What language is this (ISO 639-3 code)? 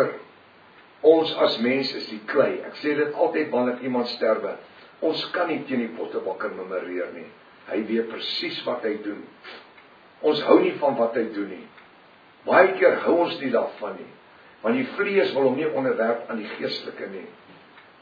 afr